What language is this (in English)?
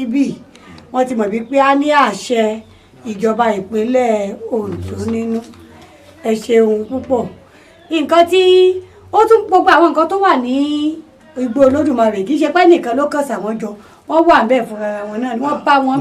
Yoruba